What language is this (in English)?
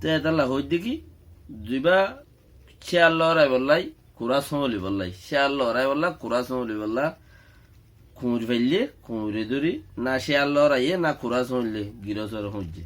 Rohingya